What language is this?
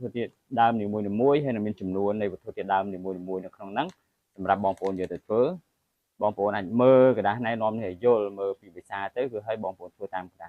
Khmer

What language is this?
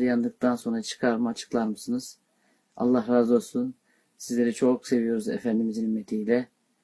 Turkish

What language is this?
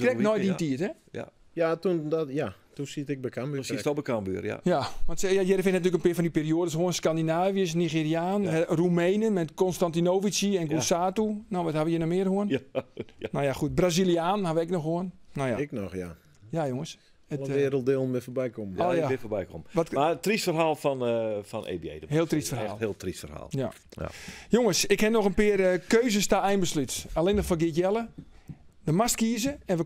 Western Frisian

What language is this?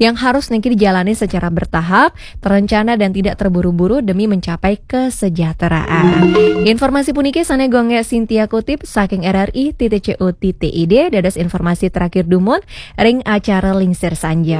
Balinese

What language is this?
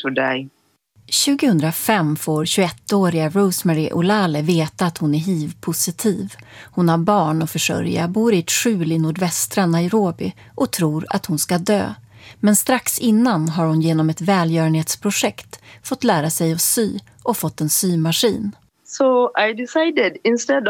Swedish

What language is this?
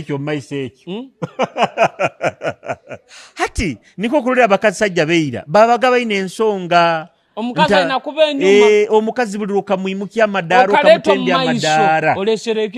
Nyoro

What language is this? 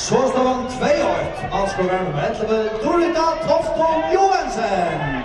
Faroese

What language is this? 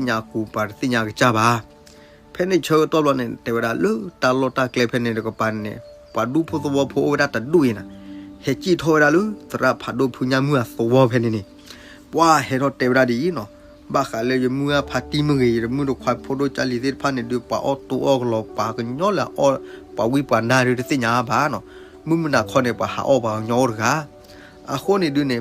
S'gaw Karen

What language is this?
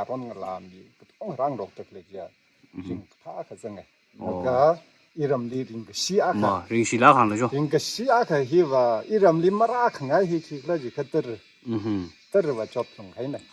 Tangkhul Naga (India)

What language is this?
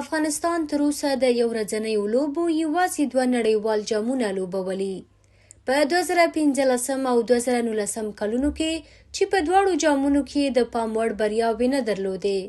Pashto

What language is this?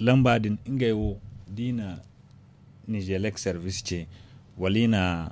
Zarma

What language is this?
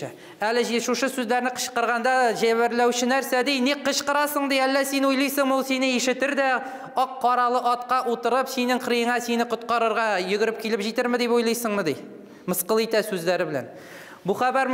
Tatar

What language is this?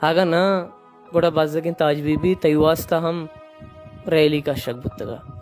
Baluchi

